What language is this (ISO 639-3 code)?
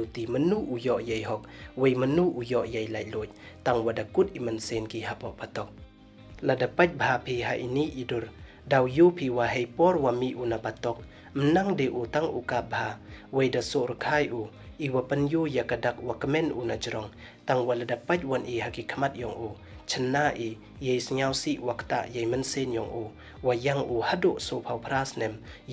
pbv